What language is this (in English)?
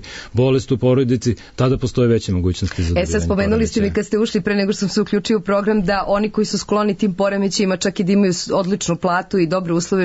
Serbian